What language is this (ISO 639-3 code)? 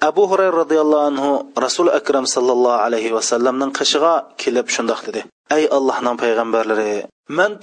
uig